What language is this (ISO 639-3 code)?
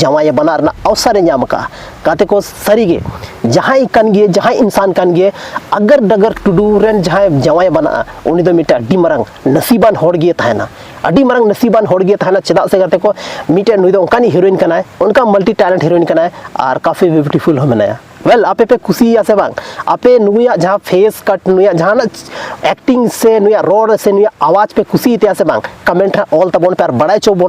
sat